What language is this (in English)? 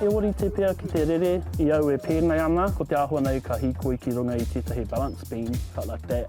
Māori